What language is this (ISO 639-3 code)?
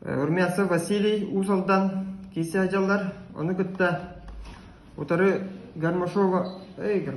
sah